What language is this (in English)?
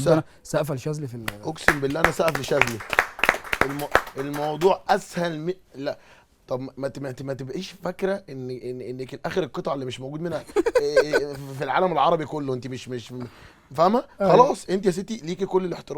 Egyptian Arabic